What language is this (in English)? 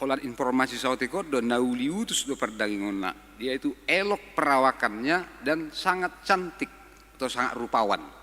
Batak Toba